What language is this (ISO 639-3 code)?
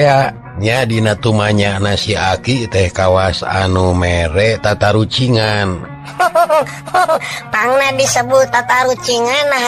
sun